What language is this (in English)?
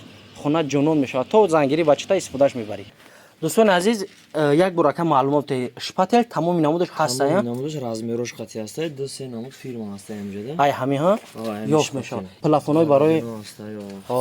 Tajik